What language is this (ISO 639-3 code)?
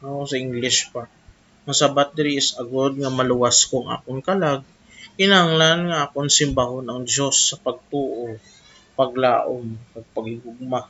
hil